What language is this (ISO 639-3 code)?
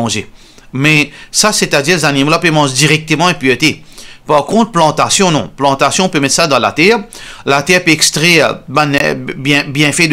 mfe